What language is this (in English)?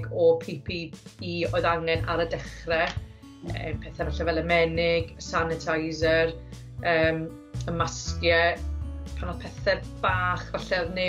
Welsh